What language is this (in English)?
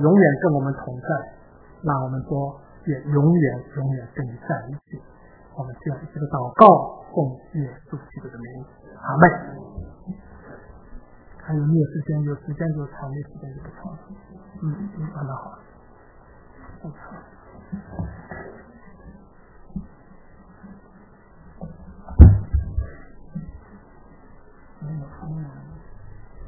Chinese